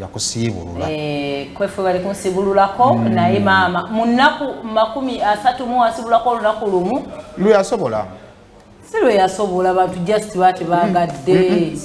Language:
Ganda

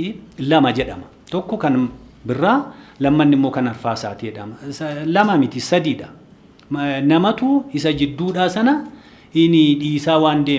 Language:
Oromo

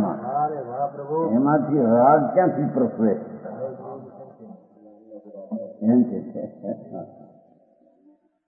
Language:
Gujarati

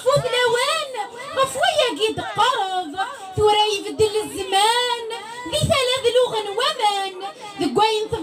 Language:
Kabyle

